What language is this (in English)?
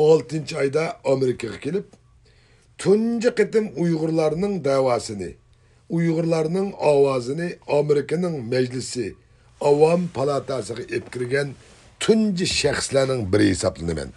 Uyghur